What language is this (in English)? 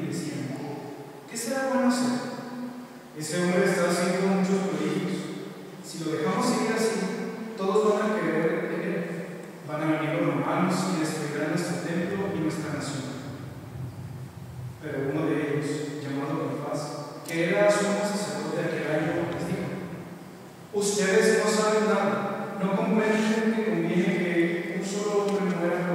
Spanish